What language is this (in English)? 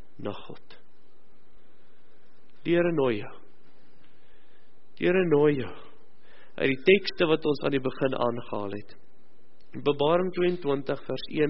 Afrikaans